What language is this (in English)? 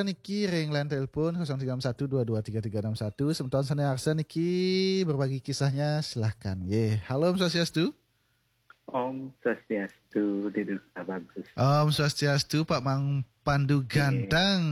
Balinese